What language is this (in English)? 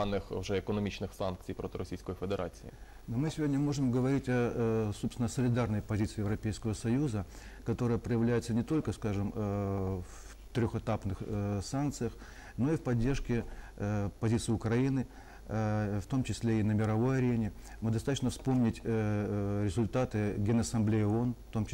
Russian